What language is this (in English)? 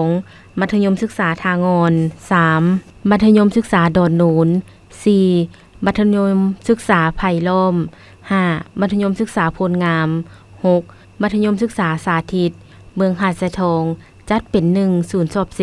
Lao